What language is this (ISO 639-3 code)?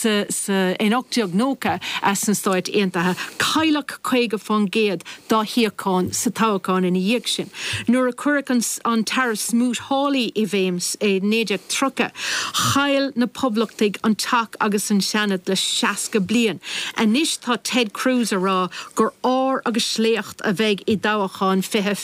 gle